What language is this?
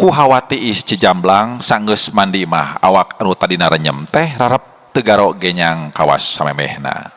Sundanese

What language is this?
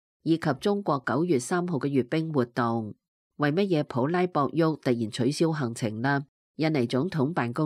Cantonese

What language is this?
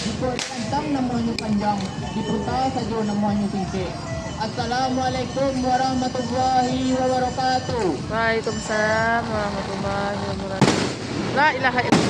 Minangkabau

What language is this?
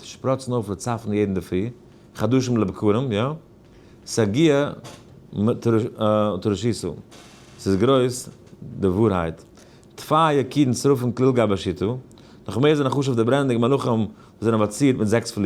Yiddish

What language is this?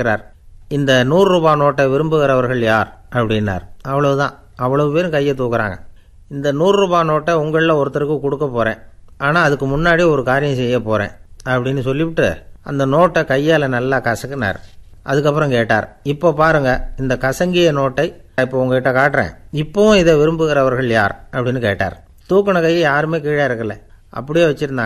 Tamil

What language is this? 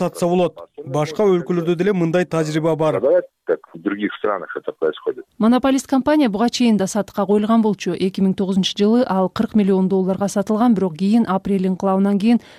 Kyrgyz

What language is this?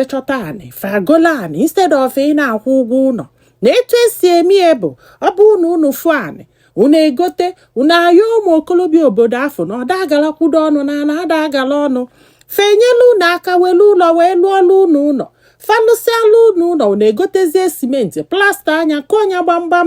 Igbo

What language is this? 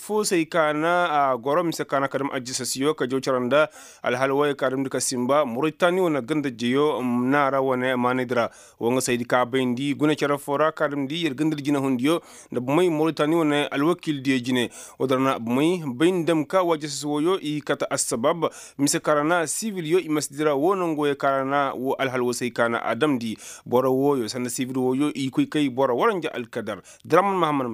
Koyraboro Senni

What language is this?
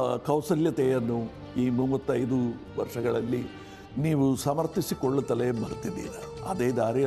Kannada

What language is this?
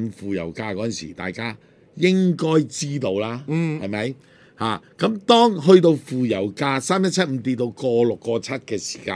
Cantonese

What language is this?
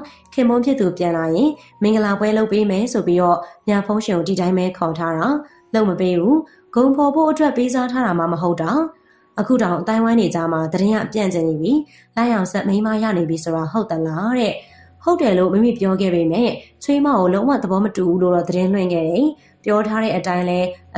Burmese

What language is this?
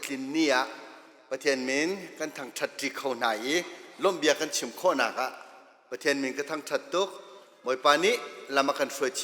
Hakha Chin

